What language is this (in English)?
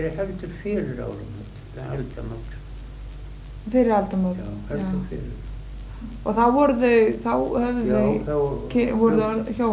Icelandic